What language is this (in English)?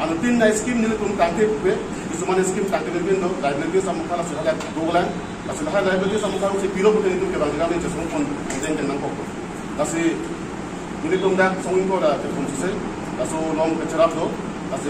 Karbi